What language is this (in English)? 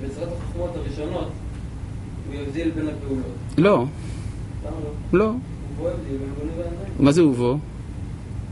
Hebrew